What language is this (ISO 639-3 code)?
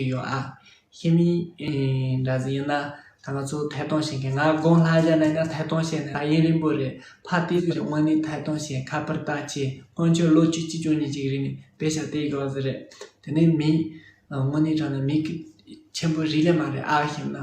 bod